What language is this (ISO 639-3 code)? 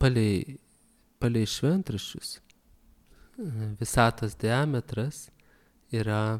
lit